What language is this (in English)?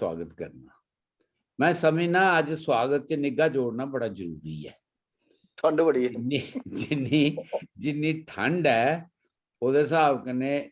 Dogri